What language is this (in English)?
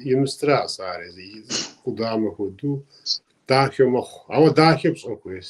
Kabardian